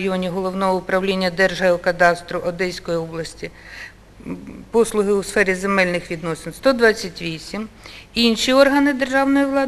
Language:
Ukrainian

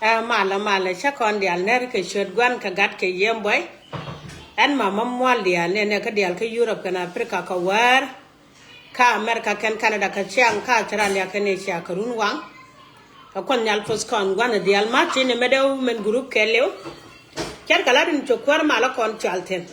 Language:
Nuer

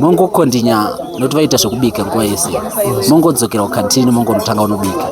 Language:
Shona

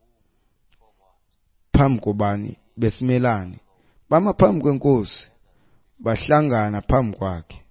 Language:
Xhosa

